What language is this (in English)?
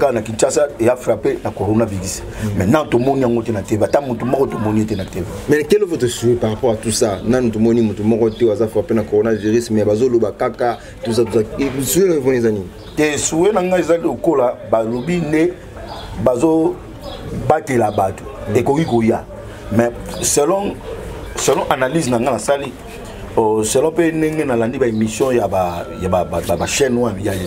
Lingala